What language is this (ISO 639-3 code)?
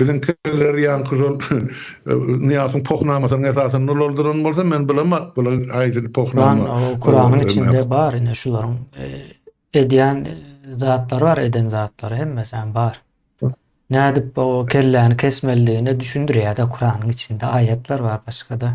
tuk